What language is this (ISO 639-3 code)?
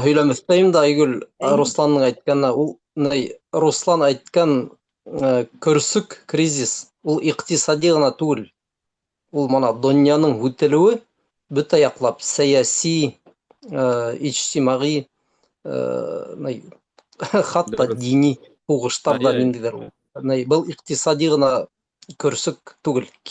bak